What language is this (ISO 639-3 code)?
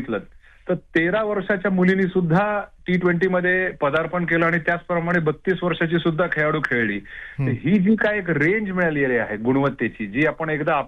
mar